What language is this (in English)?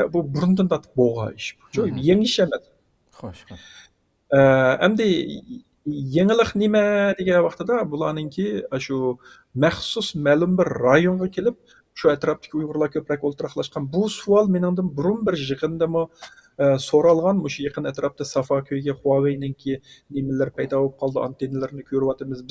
Uyghur